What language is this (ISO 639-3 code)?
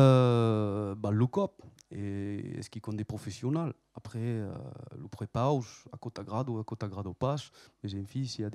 oci